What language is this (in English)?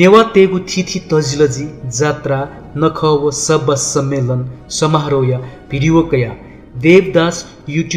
Newari